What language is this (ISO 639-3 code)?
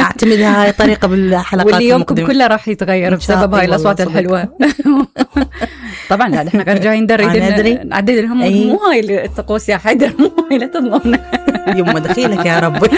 acm